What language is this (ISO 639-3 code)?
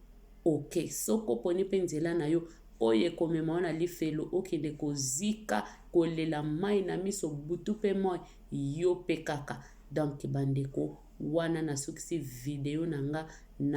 lin